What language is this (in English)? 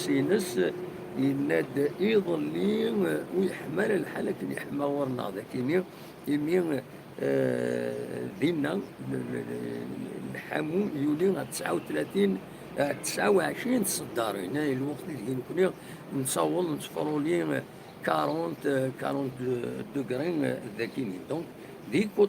Kabyle